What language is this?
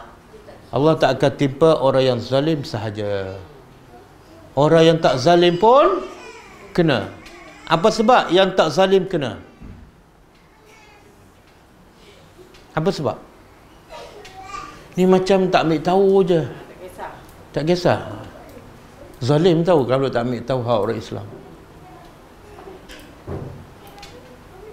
Malay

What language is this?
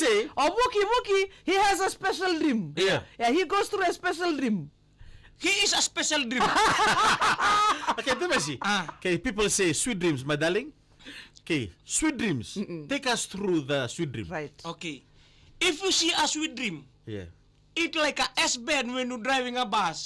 Fijian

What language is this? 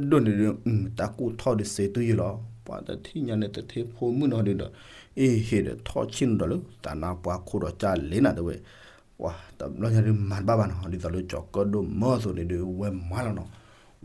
S'gaw Karen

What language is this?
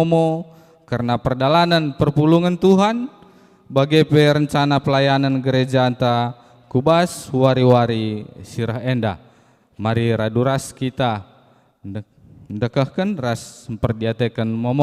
Batak Karo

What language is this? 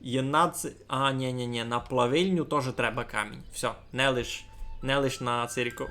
Rusyn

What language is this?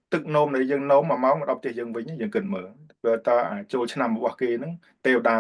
Khmer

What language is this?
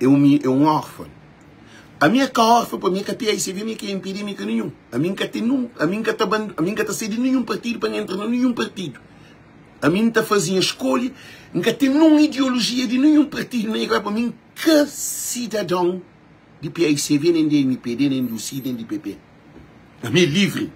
Kabuverdianu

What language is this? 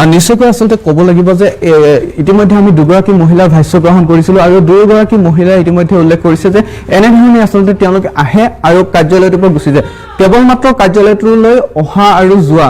Assamese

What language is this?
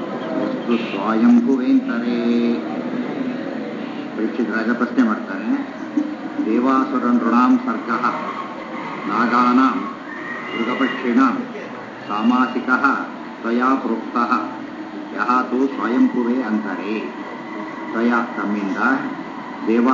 Kannada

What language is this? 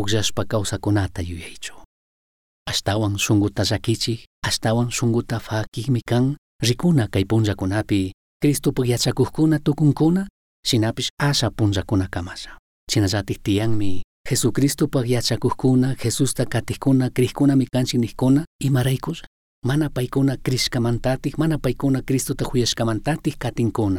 Chimborazo Highland Quichua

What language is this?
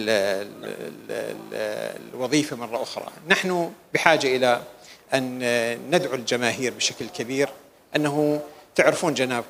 Mesopotamian Arabic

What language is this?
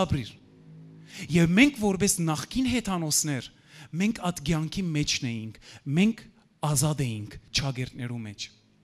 Western Armenian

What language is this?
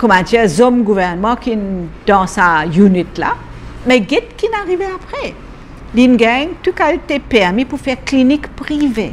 Morisyen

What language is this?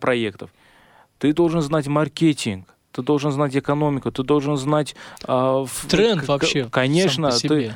Russian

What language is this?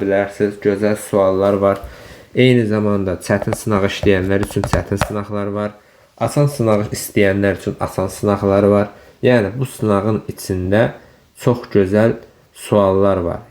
Azerbaijani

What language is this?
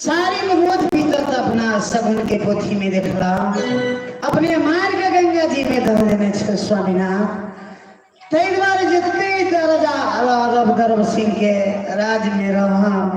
Maithili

